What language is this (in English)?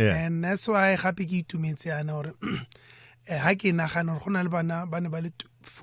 Tswana